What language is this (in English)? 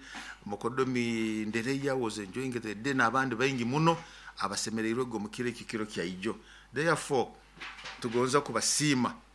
Nyoro